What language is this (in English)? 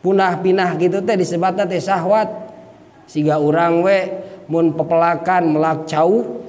Sundanese